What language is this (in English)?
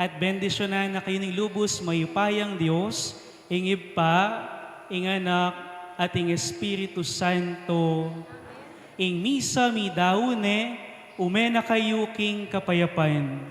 Pampanga